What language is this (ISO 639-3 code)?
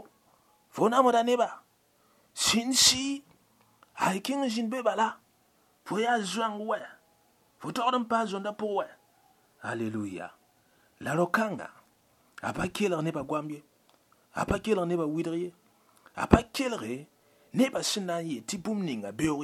mos